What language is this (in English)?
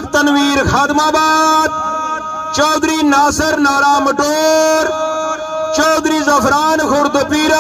Pahari-Potwari